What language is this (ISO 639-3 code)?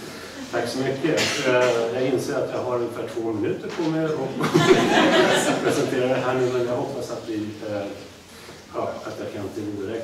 swe